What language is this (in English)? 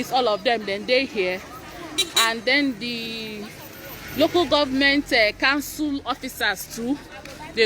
Nigerian Pidgin